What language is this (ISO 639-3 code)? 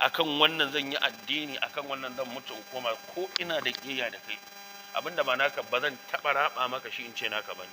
hau